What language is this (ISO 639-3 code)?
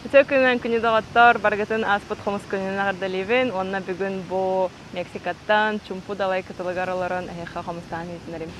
sah